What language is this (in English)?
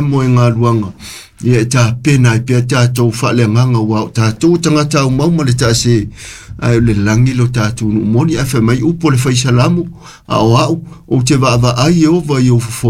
Samoan